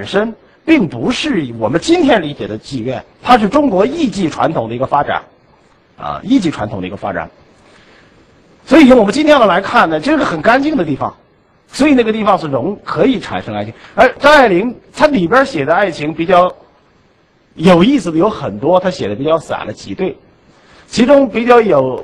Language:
Chinese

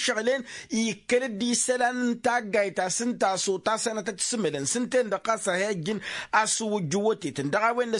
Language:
Tamasheq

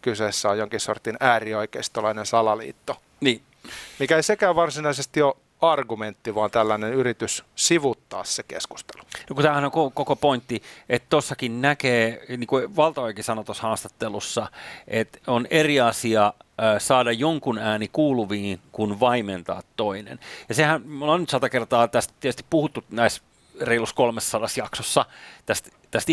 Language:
Finnish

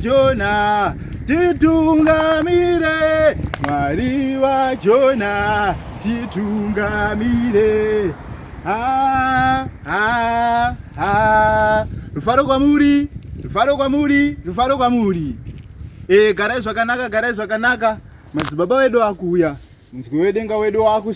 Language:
Shona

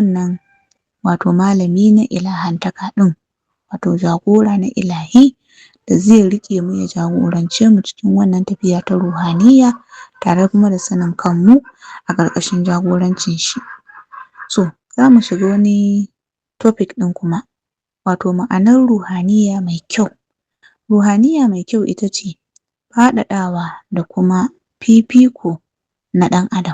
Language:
Hausa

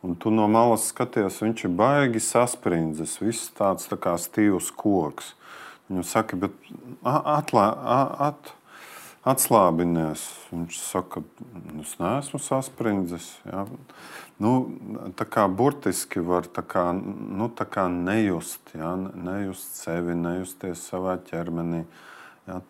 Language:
Latvian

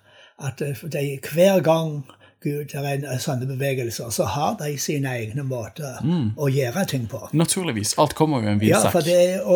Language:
Norwegian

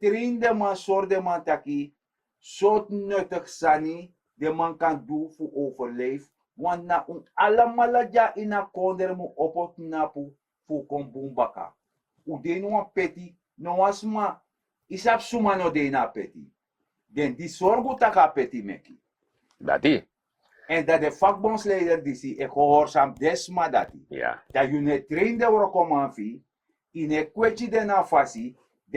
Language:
Sranan Tongo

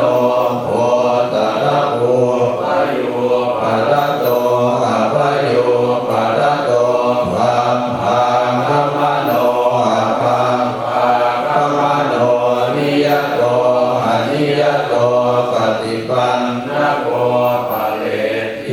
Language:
Pali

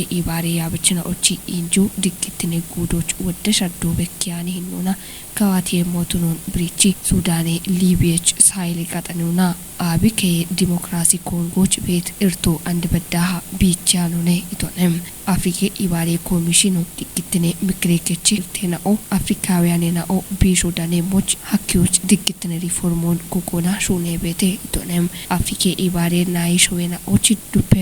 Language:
Kafa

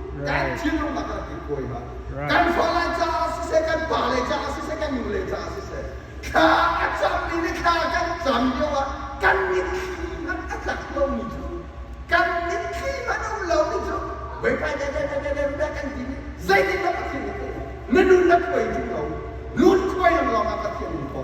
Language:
Hakha Chin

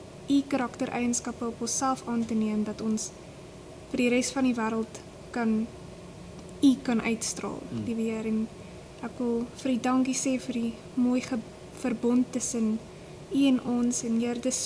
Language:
Afrikaans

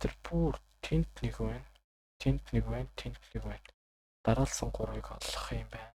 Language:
Mongolian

